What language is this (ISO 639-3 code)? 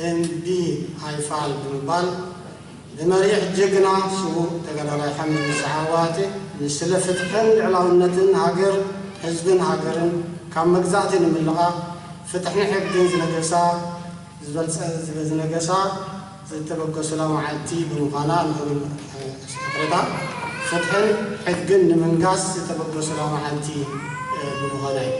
tir